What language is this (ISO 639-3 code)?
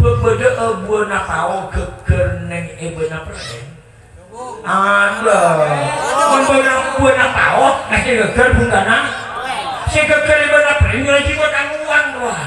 mad